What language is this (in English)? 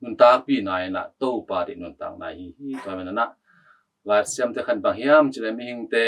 Tedim Chin